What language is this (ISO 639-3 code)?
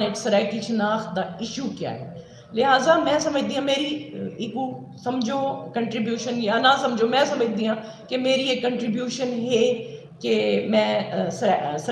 skr